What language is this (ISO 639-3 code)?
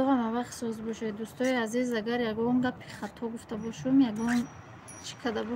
tgk